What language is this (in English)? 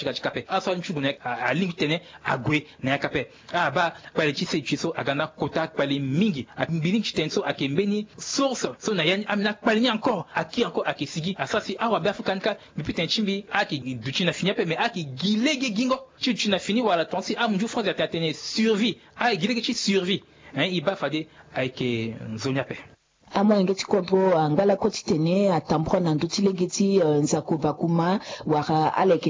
Sango